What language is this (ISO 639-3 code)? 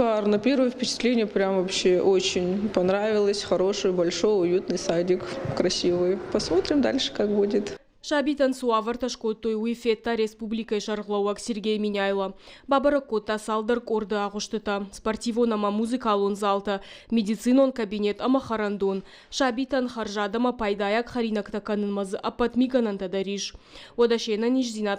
oss